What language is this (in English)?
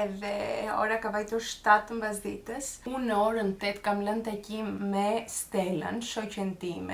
Albanian